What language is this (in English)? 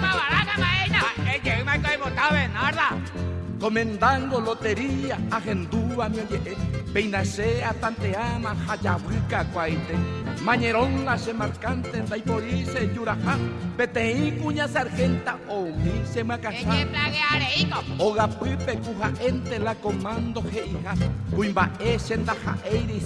Guarani